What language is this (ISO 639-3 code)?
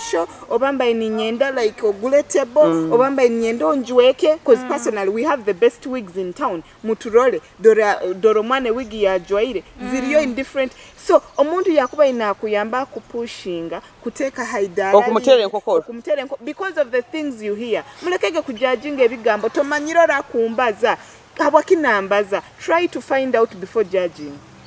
nyo